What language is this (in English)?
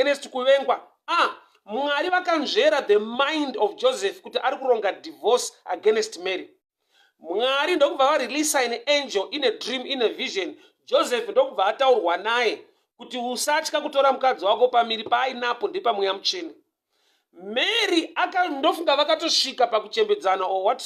Shona